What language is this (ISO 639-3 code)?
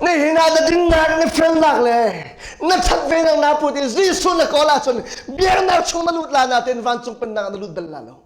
cnh